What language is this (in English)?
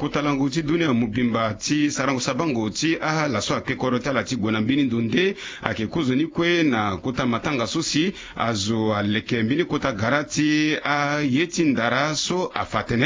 Sango